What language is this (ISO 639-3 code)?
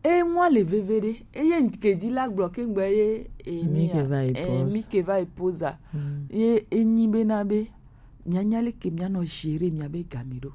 gej